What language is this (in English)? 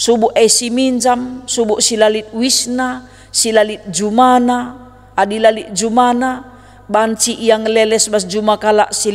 Batak Karo